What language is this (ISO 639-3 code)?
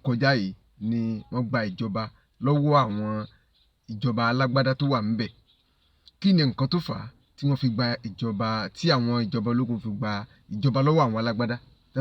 yor